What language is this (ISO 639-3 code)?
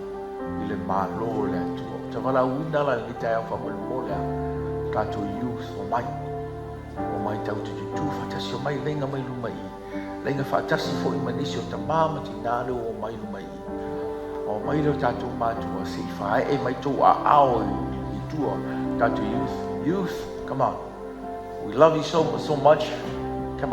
smo